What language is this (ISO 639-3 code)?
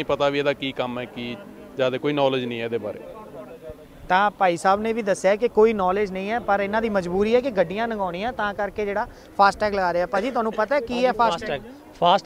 pan